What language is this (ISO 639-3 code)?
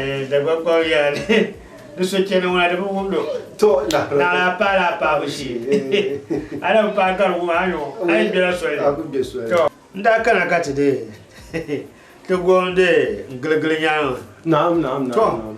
dag